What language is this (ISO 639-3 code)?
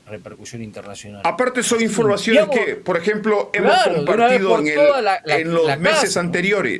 spa